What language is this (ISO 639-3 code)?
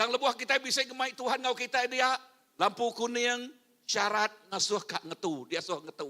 iba